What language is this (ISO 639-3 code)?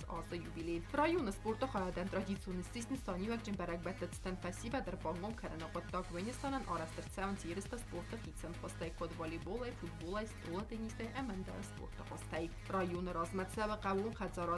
oss